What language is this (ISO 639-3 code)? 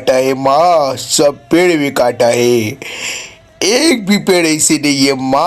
hne